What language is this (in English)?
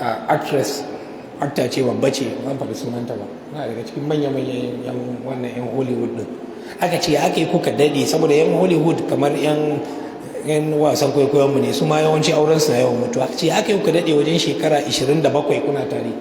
Hausa